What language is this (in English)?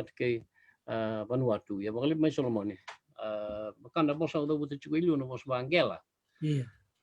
Fijian